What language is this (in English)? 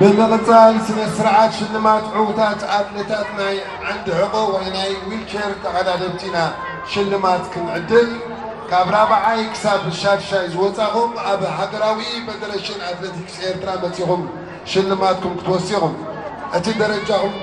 Tigrinya